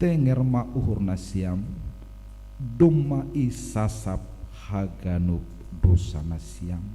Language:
Batak Simalungun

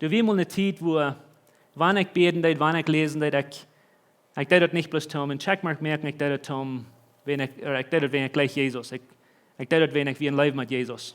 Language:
Plautdietsch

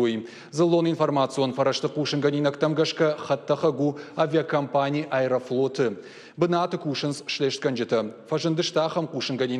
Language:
Ossetic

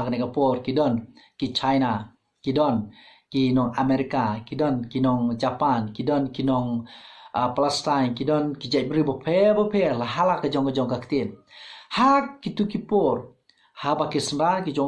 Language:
Khasi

